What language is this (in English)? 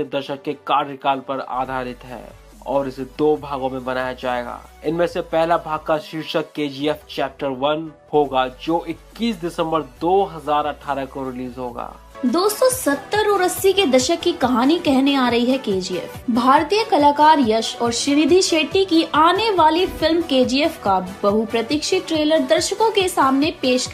Hindi